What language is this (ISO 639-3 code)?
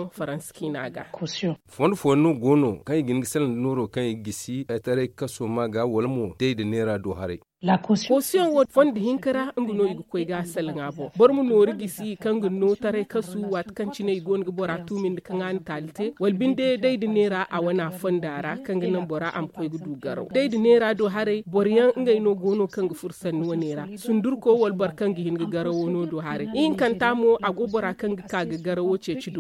dje